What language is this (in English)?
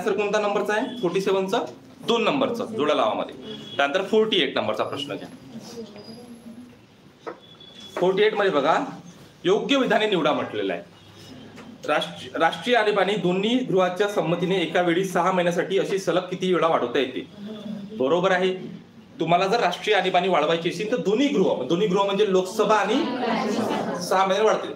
Marathi